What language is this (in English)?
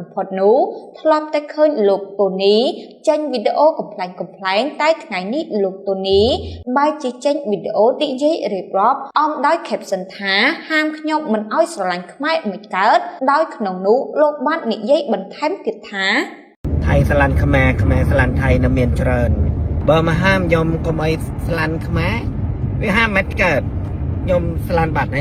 Khmer